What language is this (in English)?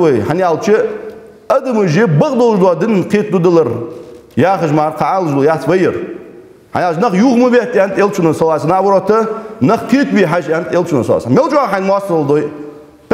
Ingush